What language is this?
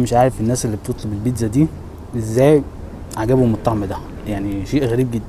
Egyptian Arabic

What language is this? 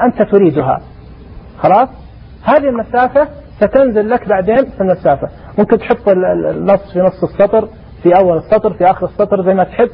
Najdi Arabic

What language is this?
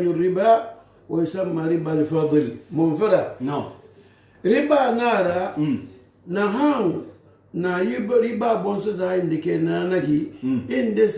Susu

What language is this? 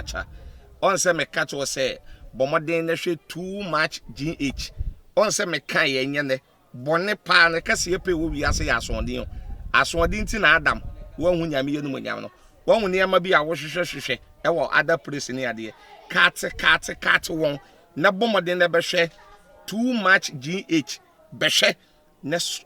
Akan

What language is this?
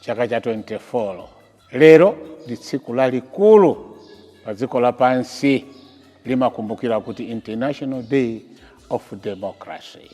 Nyanja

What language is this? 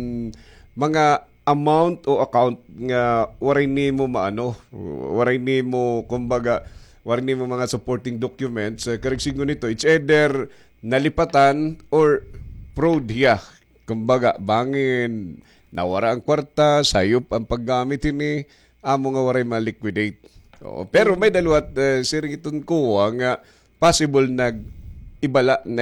Waray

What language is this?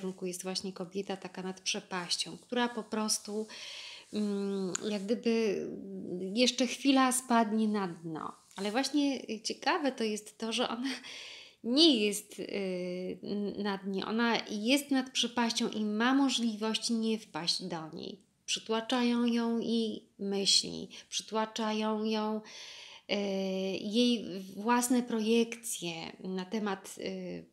Polish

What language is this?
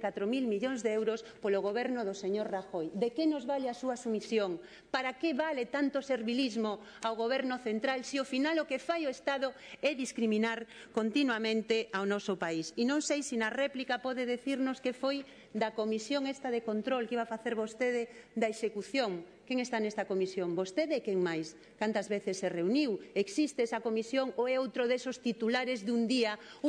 Galician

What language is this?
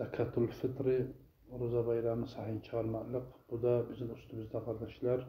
Kumyk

